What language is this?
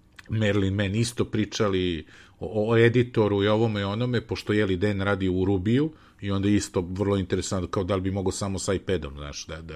Serbian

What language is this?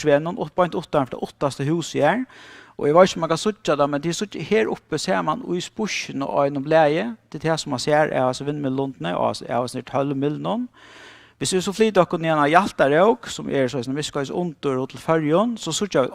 Faroese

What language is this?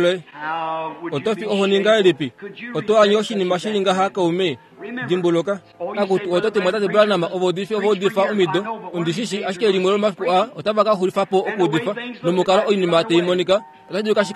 Kuanyama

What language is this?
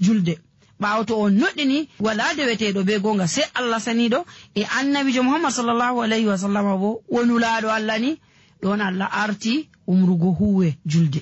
Nigerian Fulfulde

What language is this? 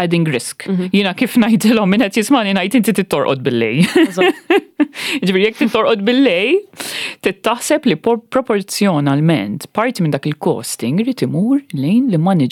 Maltese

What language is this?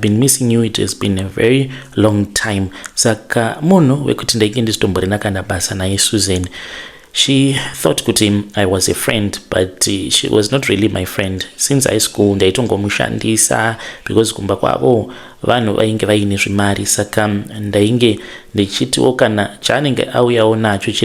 Shona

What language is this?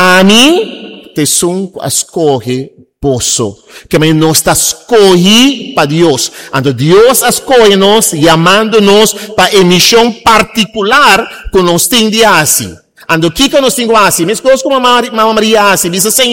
Papiamento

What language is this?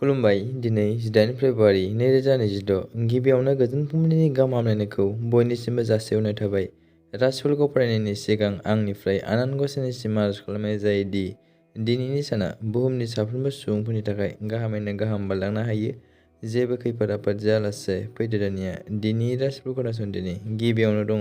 Bodo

